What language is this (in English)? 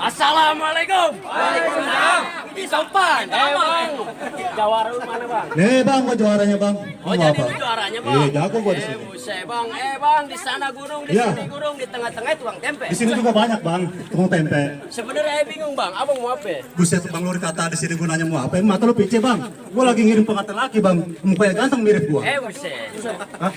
Betawi